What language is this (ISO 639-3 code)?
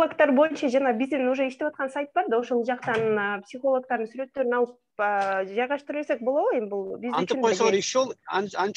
kir